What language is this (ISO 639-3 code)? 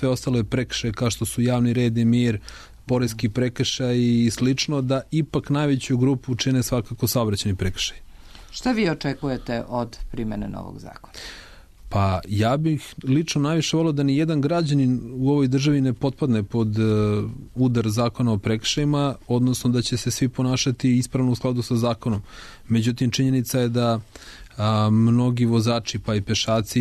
srp